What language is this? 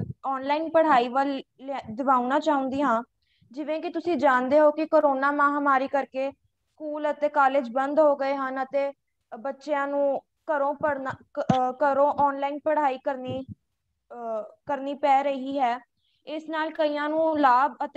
Punjabi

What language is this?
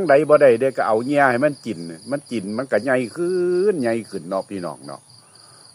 Lao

